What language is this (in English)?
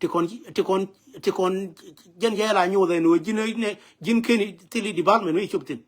Nuer